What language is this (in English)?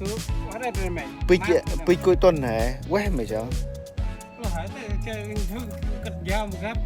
Central Mnong